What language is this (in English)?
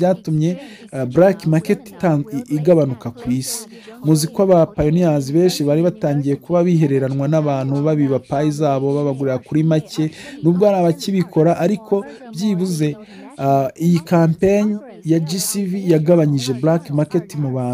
Kinyarwanda